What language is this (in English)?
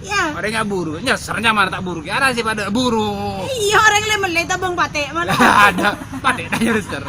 Madurese